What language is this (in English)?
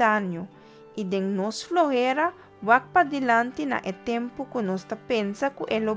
Papiamento